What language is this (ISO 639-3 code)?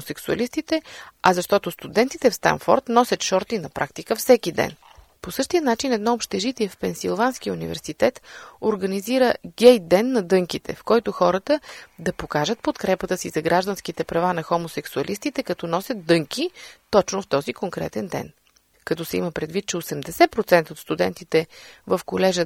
bul